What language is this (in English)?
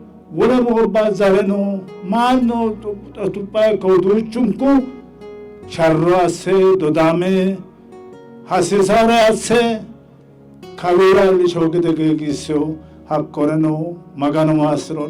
Sidamo